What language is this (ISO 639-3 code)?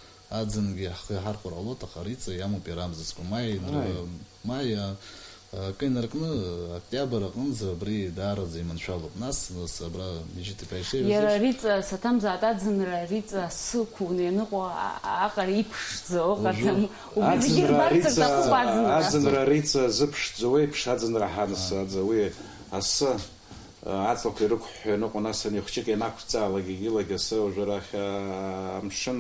abk